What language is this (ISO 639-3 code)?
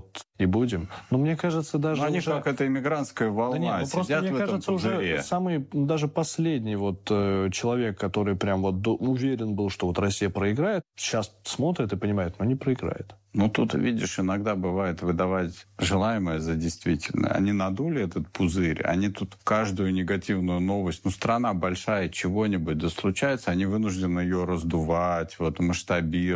rus